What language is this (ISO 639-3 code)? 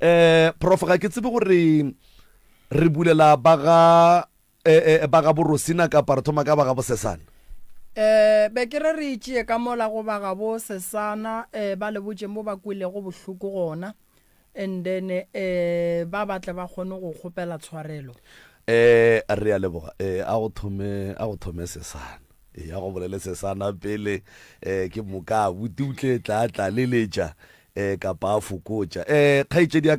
nso